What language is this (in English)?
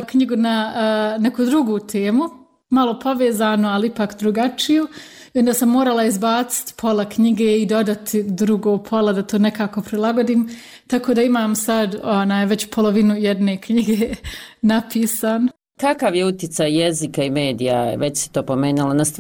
Bosnian